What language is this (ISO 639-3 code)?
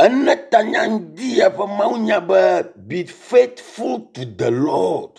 ewe